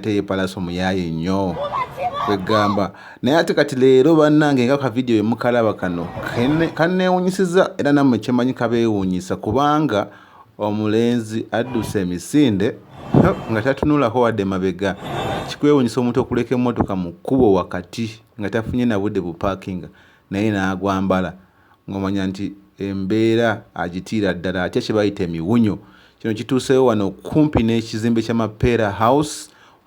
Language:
Ganda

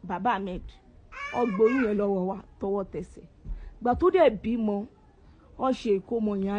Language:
Yoruba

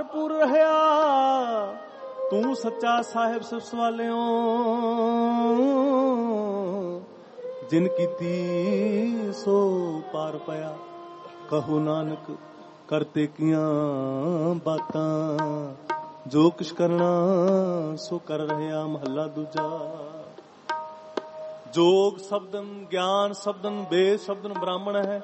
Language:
Punjabi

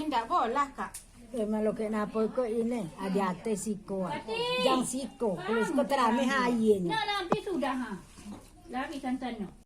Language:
Minangkabau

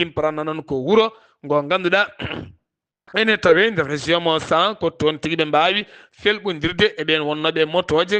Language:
Fula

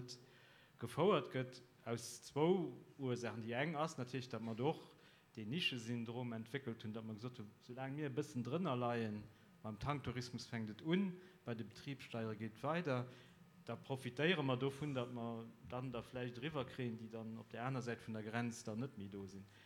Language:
Luxembourgish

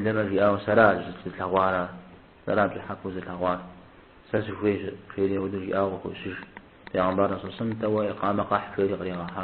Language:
Kabardian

